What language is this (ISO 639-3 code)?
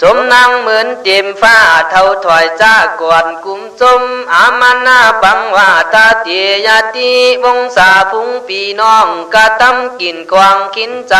kkh